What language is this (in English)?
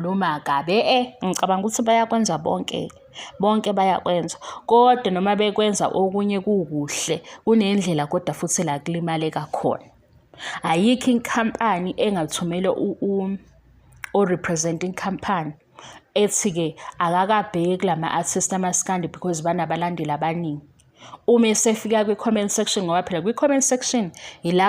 Zulu